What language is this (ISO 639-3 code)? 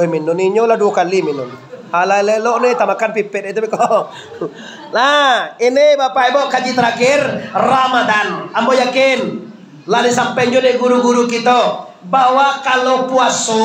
min